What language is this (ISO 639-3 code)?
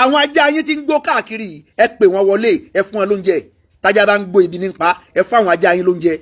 yor